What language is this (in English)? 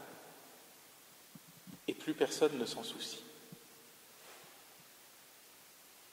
French